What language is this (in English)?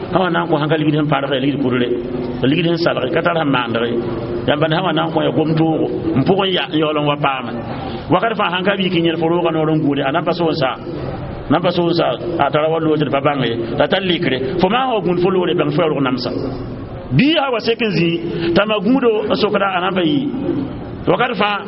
Mossi